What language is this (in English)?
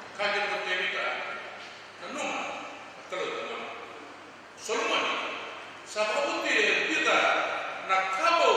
Fijian